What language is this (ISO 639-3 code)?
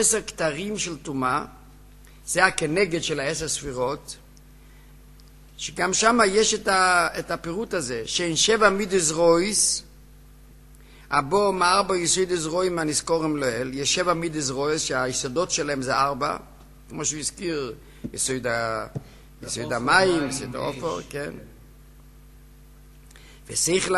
heb